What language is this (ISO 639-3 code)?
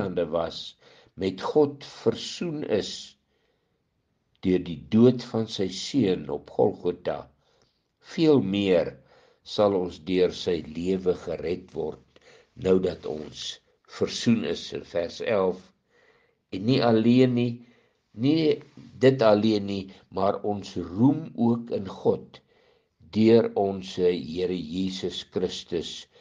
afr